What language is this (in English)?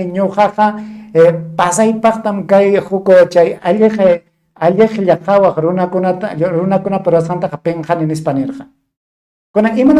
Ayacucho Quechua